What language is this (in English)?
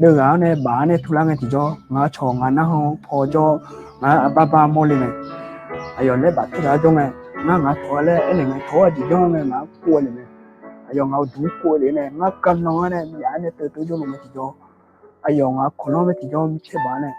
Akha